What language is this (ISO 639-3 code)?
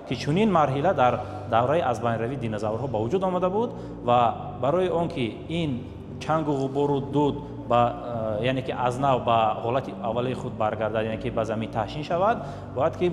tgk